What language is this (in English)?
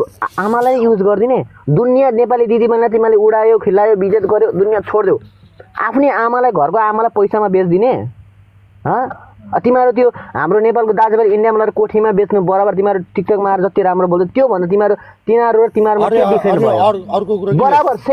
Nepali